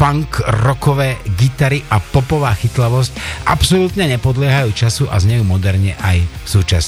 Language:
Slovak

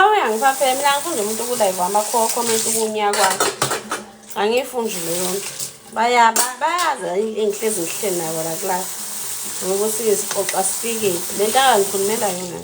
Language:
Zulu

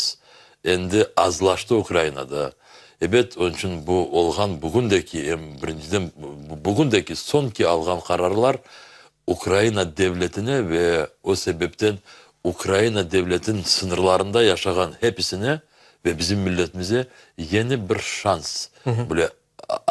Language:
Crimean Tatar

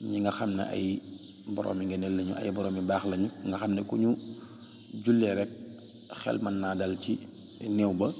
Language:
Wolof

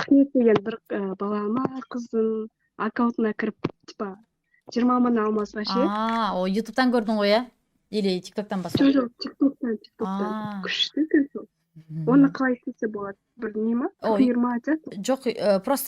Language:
Kazakh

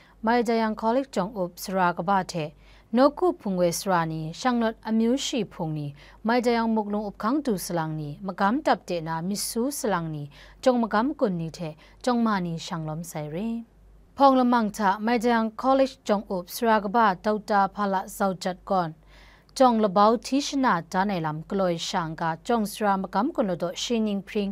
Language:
Kachin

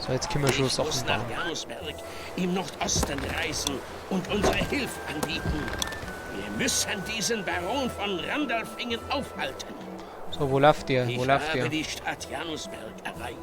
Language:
Bavarian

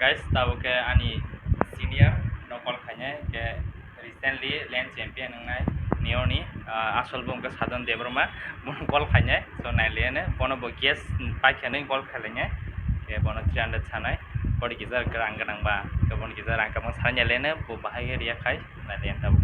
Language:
Kok Borok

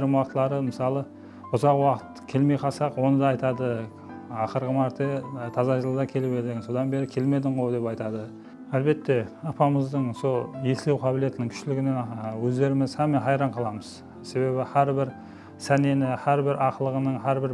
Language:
Kara-Kalpak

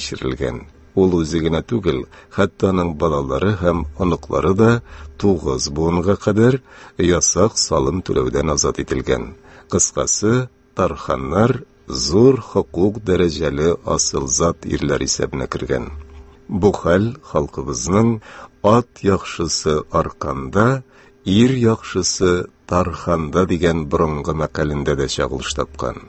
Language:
Tatar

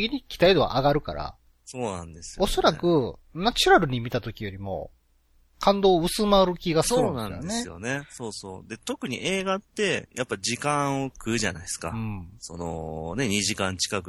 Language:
Japanese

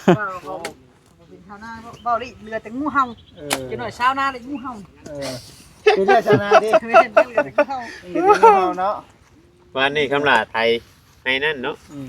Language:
Northeastern Thai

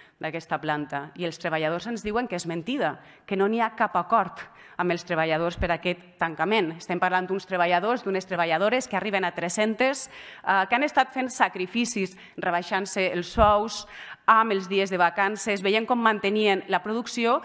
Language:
Catalan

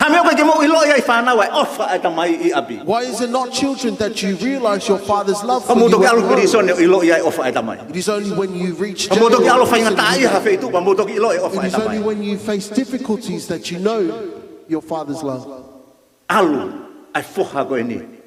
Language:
Tongan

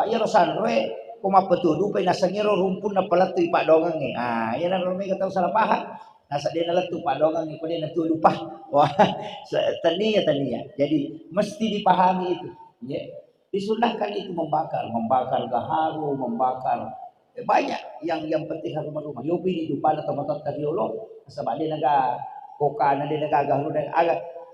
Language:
Buginese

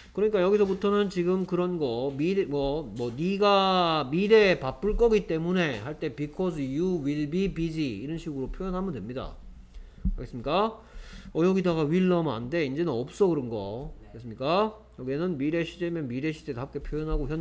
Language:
Korean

